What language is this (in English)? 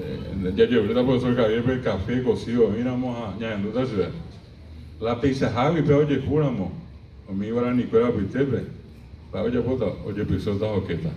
Guarani